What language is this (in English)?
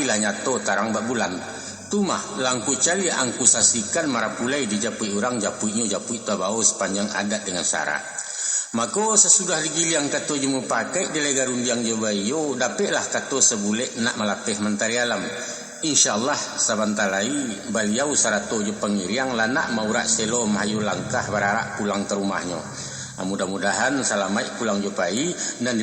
Minangkabau